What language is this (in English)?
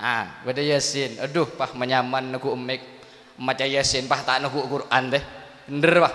Madurese